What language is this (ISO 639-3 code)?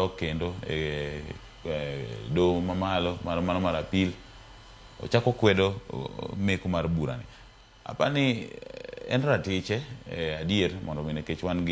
luo